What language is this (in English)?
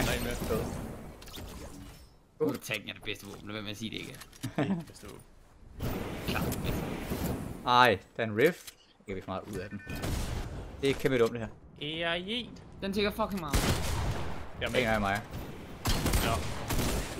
Danish